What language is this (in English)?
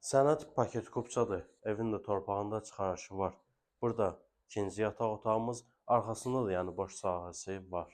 Azerbaijani